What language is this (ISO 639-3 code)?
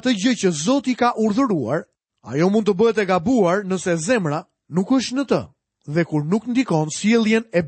sqi